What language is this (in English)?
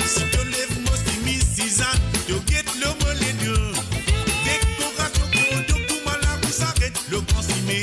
Morisyen